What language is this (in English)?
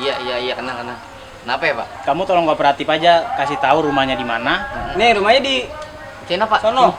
Betawi